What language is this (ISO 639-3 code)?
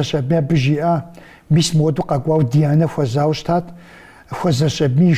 kbd